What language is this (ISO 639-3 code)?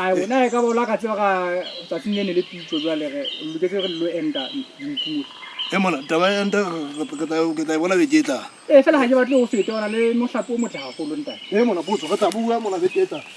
sot